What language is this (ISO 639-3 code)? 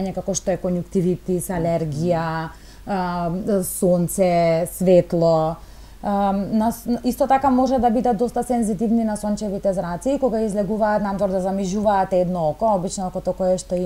mkd